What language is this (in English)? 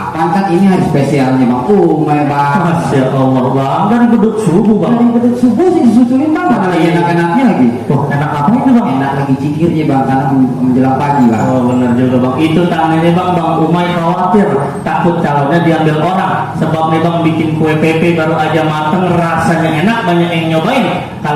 Betawi